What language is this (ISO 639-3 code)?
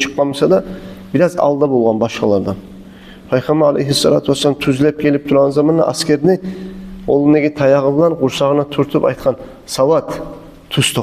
kum